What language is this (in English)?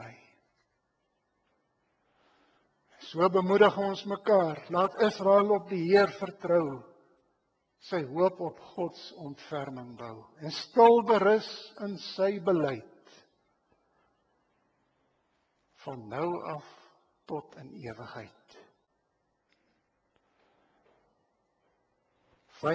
Afrikaans